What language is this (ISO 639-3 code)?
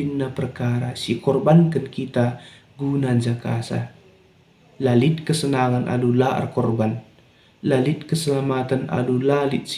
btx